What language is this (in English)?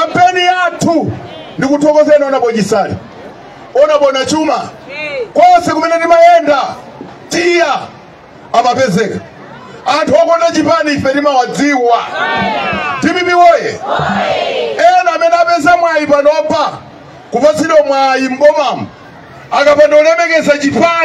Nyanja